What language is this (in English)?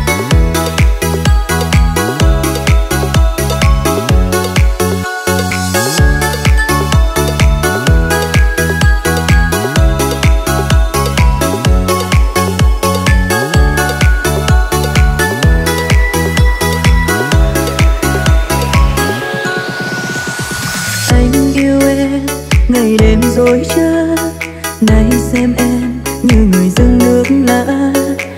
Vietnamese